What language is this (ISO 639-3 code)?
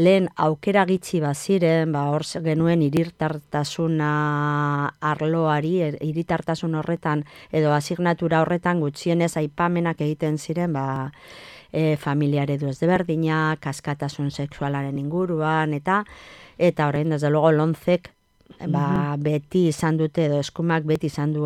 eus